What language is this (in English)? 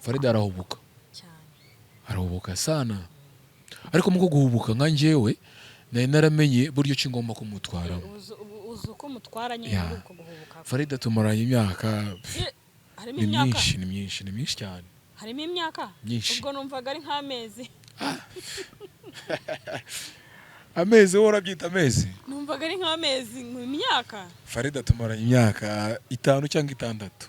Kinyarwanda